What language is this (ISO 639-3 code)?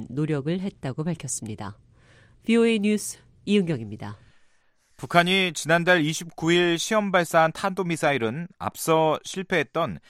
kor